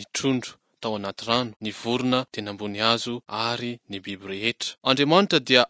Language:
Malagasy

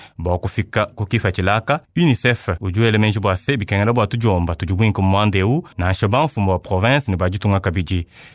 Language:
Luba-Lulua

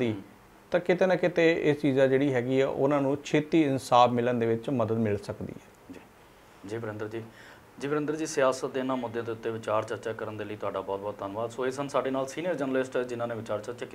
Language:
Punjabi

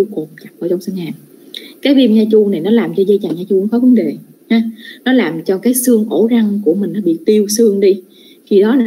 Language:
Vietnamese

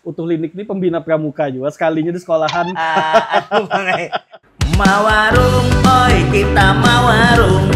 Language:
Banjar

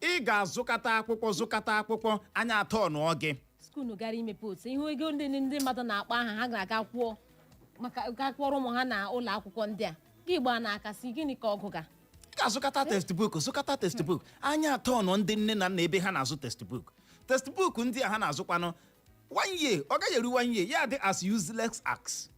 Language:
Igbo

